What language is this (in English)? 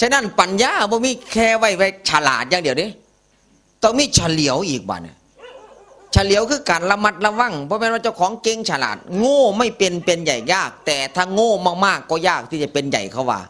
Northeastern Thai